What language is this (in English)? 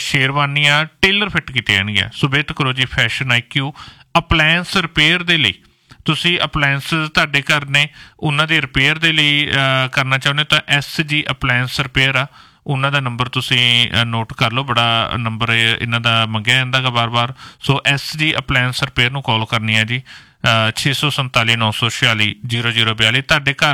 Punjabi